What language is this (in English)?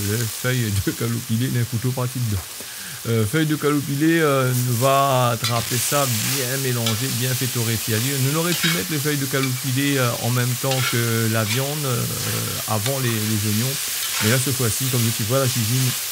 Réunion Creole French